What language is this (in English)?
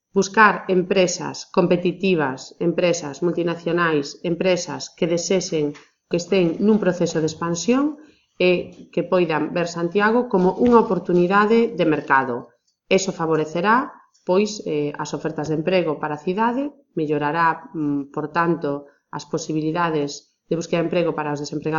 Galician